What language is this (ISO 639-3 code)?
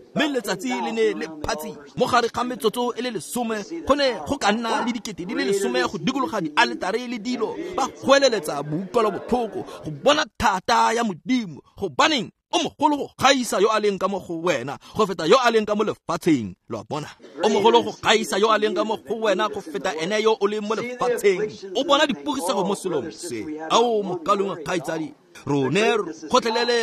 tsn